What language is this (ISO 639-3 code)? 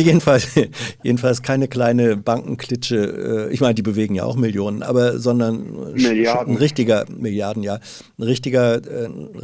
deu